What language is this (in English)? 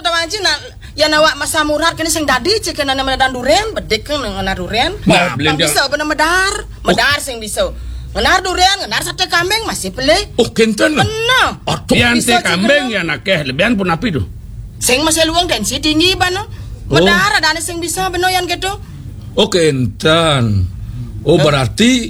Balinese